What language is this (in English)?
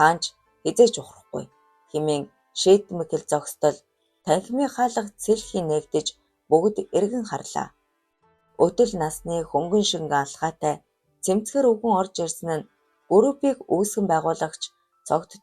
Mongolian